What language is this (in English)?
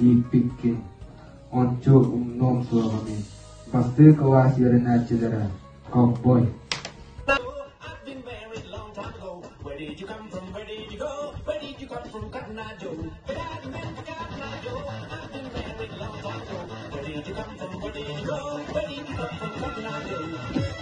Yakut